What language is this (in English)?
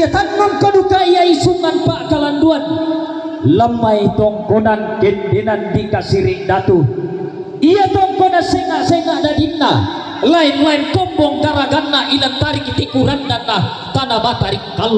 Toraja-Sa'dan